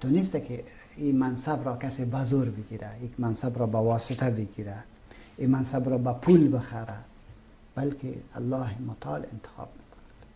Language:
Persian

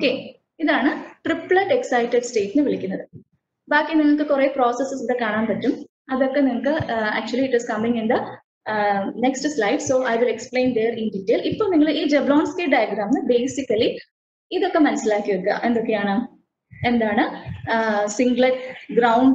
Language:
Malayalam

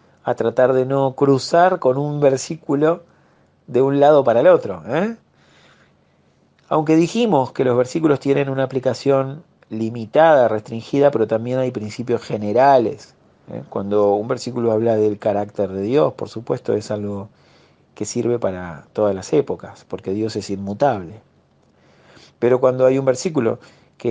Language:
Spanish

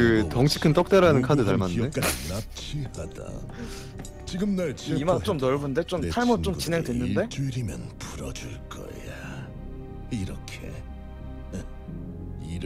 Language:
Korean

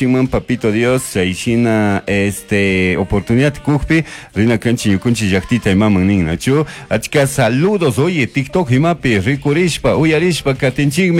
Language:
Chimborazo Highland Quichua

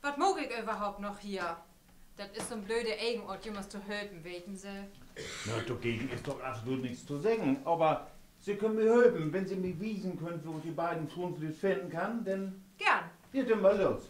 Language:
Low German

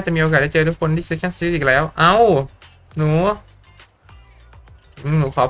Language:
Thai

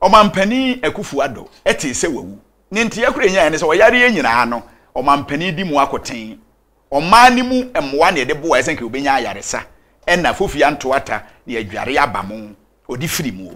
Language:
Akan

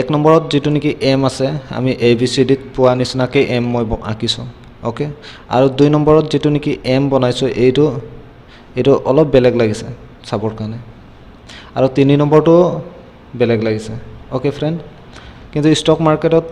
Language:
Assamese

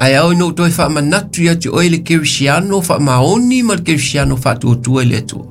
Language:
Samoan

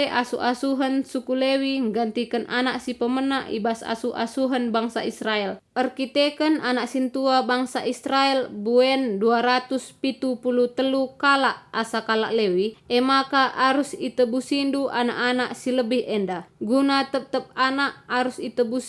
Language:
Batak Karo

